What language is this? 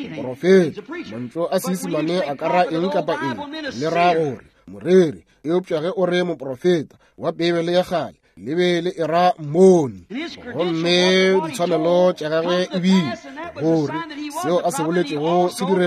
Northern Sotho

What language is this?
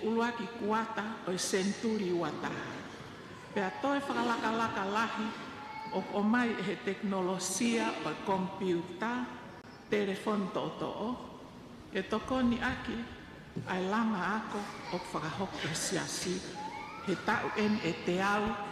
Tongan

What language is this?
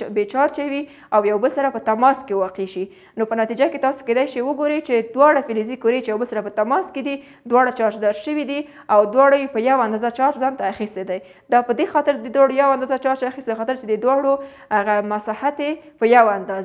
Pashto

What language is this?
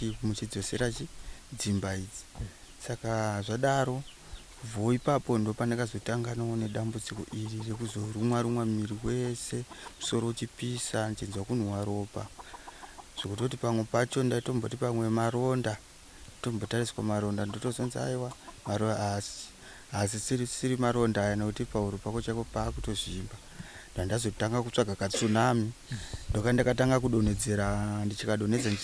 Shona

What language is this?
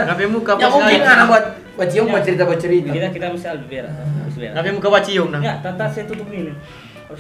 Manado Malay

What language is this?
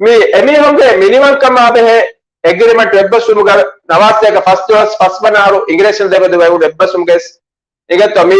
Divehi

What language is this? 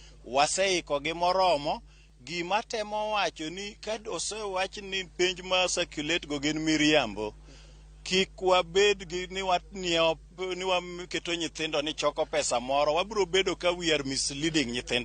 Luo (Kenya and Tanzania)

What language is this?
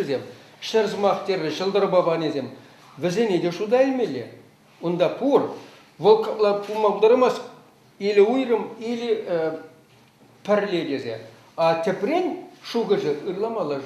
Chuvash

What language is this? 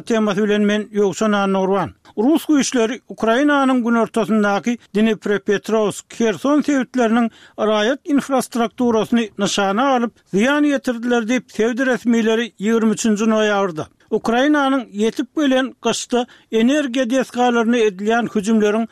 Turkmen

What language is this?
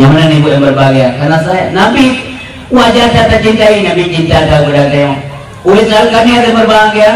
Achinese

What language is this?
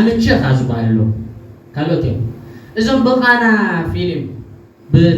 Tigrinya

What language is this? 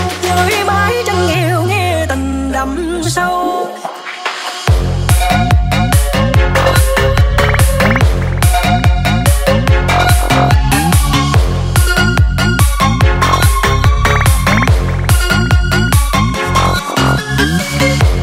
Vietnamese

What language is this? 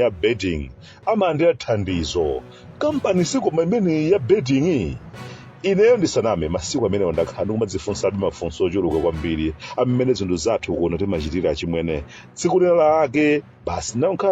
Nyanja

